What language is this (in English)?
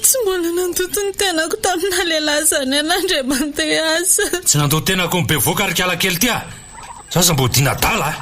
Malagasy